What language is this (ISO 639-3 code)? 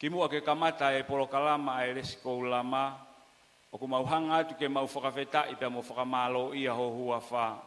ton